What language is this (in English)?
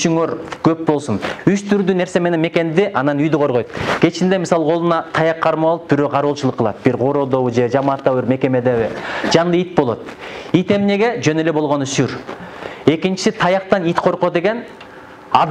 Kyrgyz